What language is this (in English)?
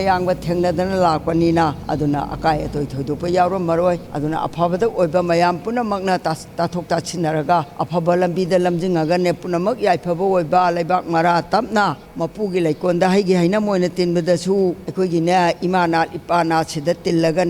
Manipuri